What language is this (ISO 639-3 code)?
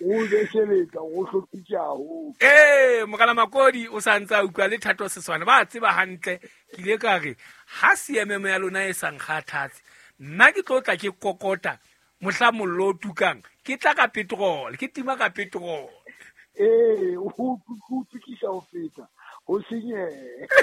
sot